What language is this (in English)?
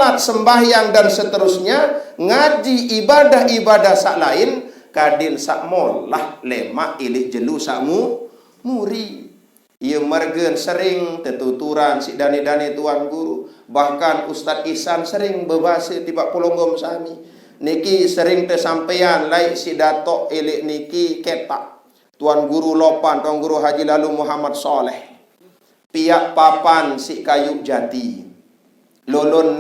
Sasak